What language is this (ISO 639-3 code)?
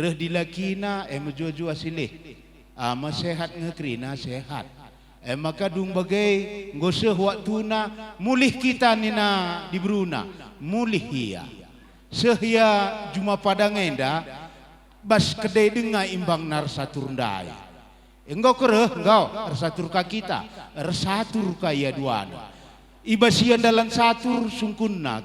btx